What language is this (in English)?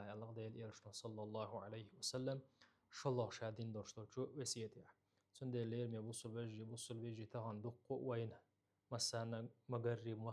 Chechen